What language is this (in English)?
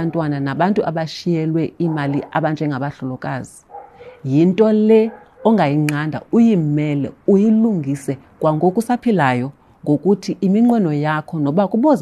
Xhosa